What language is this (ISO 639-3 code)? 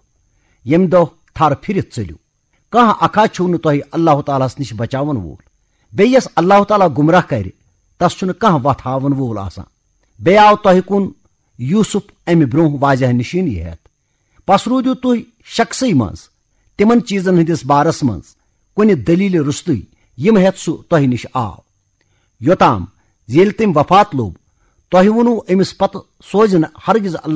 kas